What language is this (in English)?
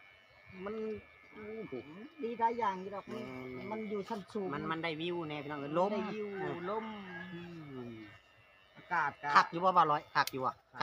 Lao